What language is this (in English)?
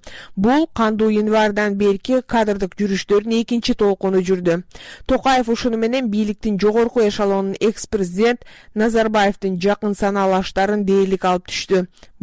Kyrgyz